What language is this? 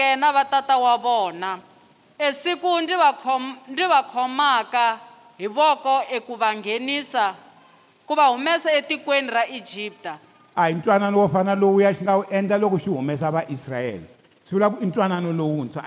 Tsonga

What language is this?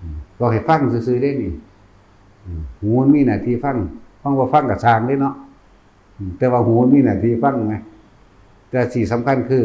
Northeastern Thai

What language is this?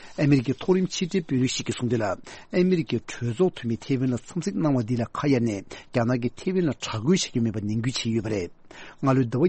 Tibetan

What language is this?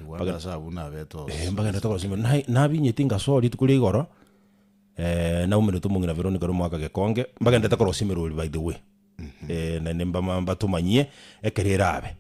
Gusii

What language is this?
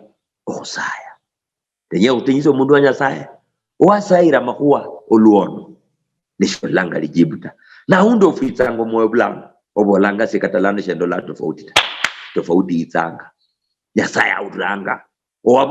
Luyia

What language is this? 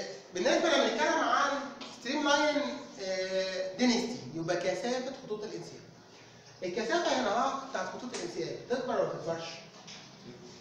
Egyptian Arabic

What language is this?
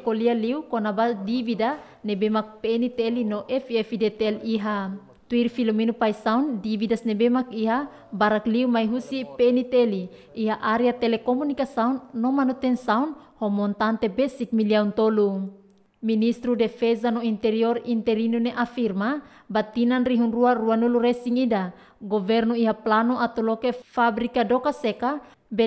Tetum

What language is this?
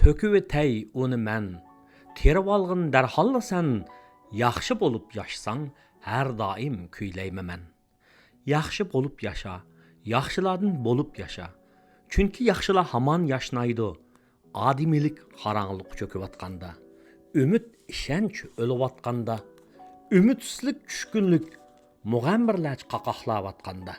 Uyghur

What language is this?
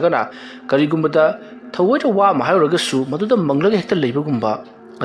Manipuri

